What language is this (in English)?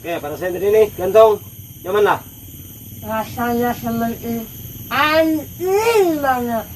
Banjar